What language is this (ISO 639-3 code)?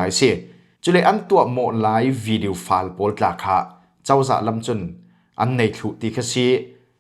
cfm